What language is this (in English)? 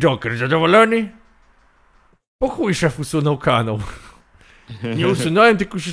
Polish